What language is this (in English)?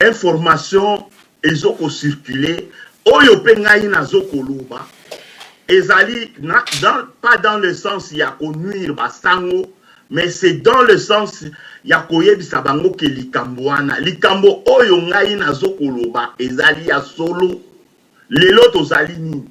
Lingala